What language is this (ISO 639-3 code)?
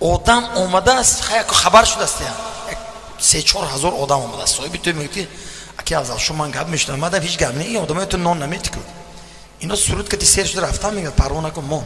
tgk